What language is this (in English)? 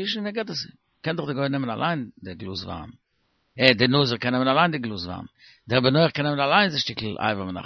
Yiddish